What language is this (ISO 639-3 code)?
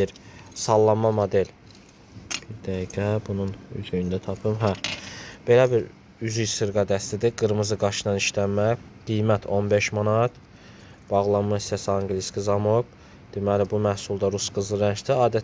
aze